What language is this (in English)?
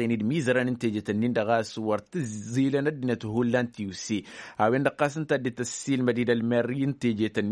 Tamasheq